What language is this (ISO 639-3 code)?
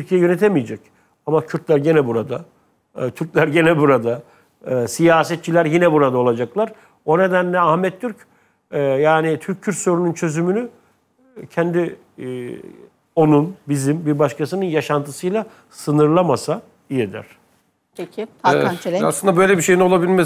tur